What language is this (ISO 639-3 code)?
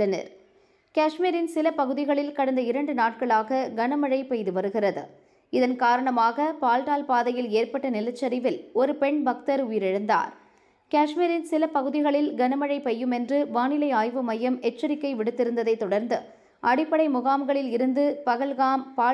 tam